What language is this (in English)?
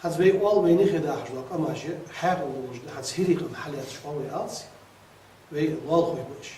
Ingush